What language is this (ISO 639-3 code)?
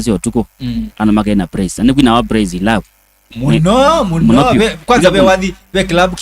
kam